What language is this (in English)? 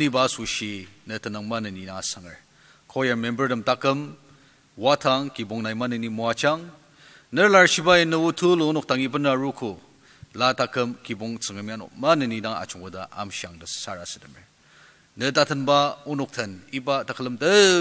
Ao Naga